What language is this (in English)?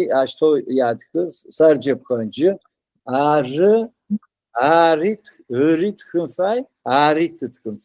Adyghe